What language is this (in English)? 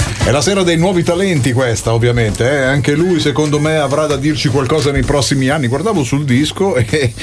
Italian